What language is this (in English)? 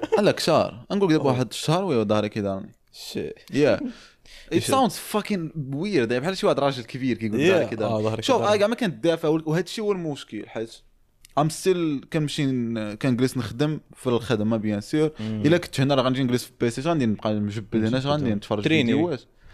Moroccan Arabic